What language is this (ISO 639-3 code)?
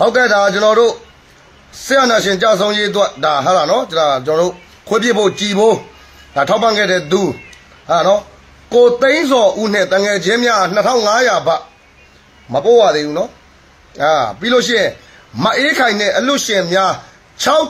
mya